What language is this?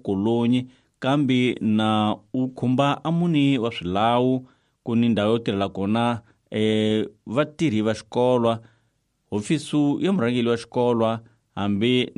Tsonga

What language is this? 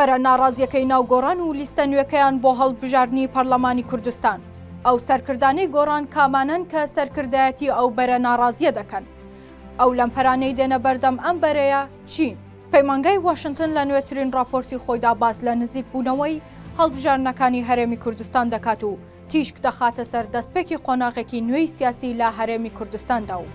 Central Kurdish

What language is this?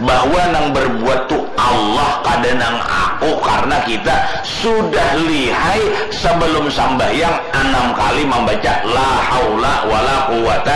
Banjar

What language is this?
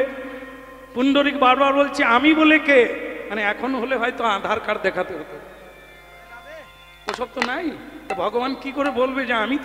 Bangla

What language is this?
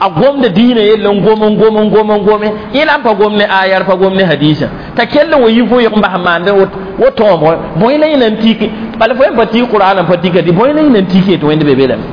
Mossi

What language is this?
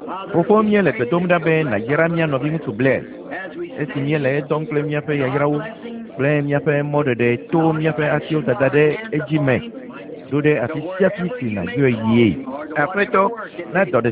Ewe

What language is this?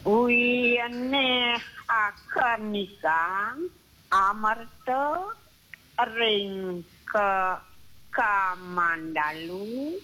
Balinese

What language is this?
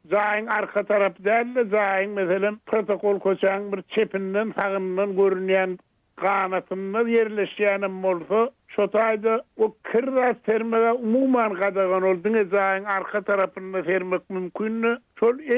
Turkmen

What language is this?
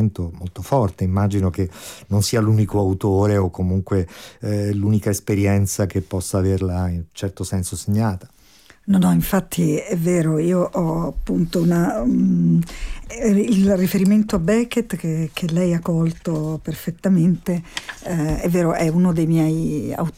Italian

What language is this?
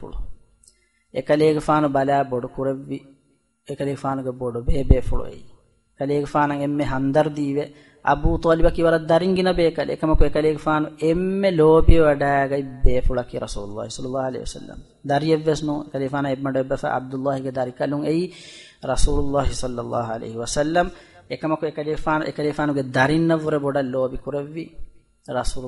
Divehi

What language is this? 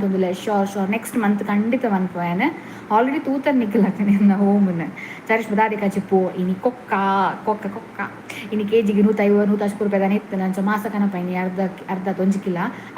Tulu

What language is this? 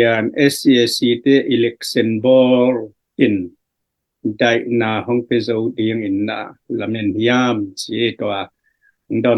Tedim Chin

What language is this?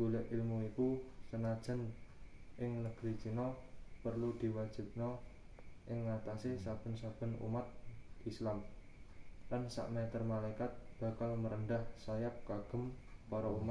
Javanese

